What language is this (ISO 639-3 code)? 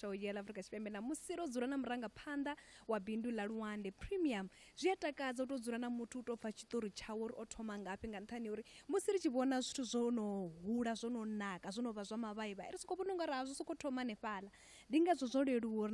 ven